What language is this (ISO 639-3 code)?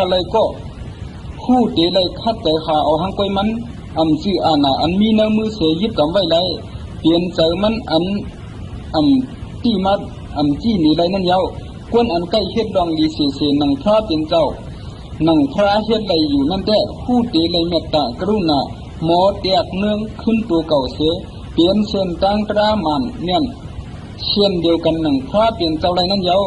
shn